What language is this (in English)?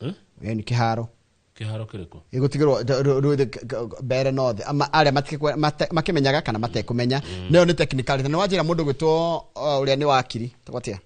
Kikuyu